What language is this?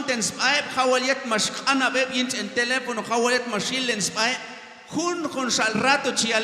Q'anjob'al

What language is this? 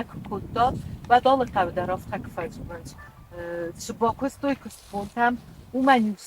Ossetic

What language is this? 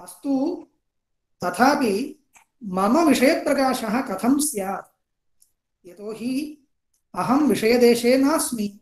Sanskrit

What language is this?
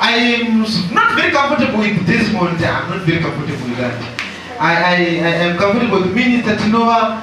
Nyanja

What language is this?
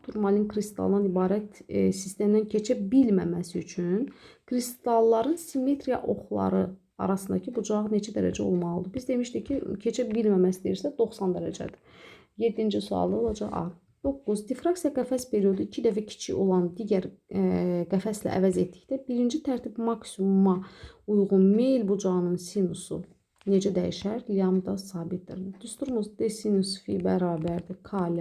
Azerbaijani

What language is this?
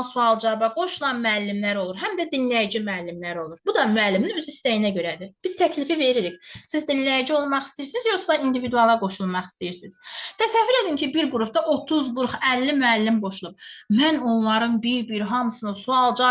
Azerbaijani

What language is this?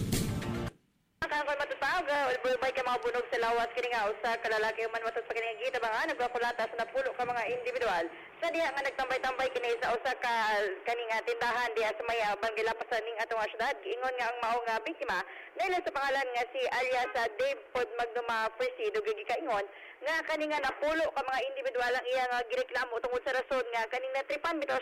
Cebuano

